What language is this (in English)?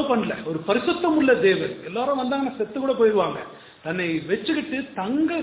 Tamil